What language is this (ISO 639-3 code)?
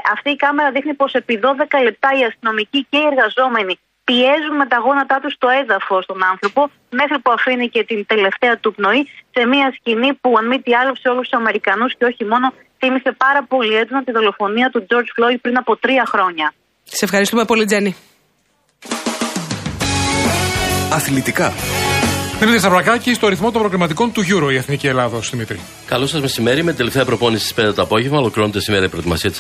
ell